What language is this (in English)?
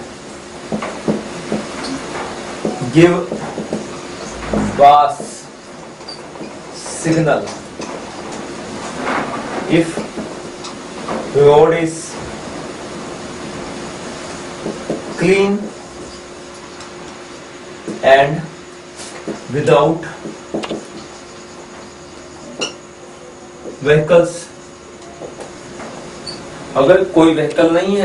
Hindi